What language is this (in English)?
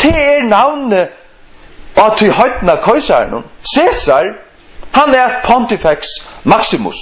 Faroese